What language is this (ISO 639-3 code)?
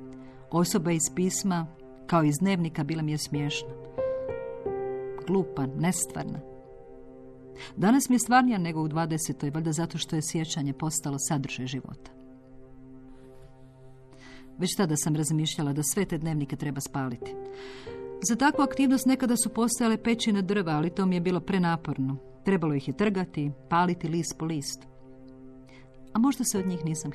hrv